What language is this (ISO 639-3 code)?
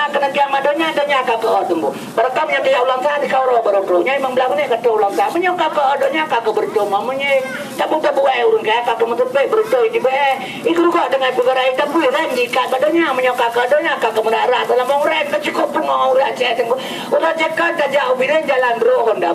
ace